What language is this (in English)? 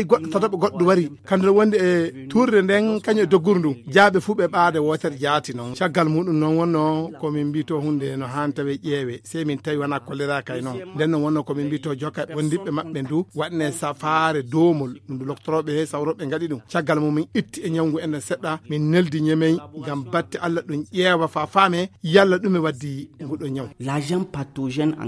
Nigerian Fulfulde